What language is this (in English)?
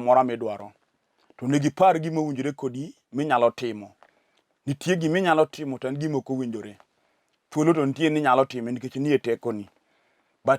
Luo (Kenya and Tanzania)